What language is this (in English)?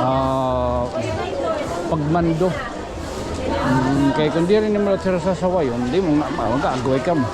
Waray